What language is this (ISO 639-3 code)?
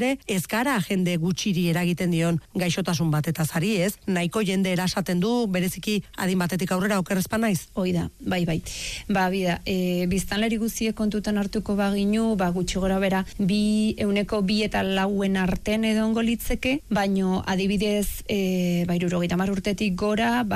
eus